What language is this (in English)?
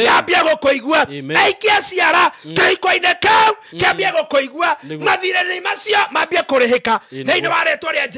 Kikuyu